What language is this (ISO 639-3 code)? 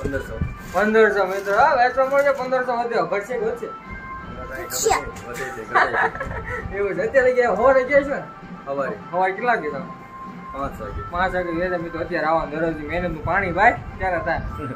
guj